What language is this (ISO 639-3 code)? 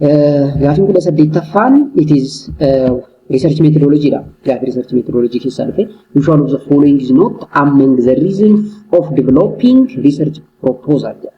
orm